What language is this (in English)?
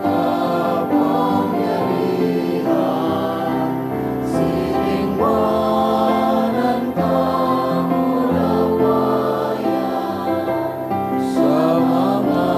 Bikol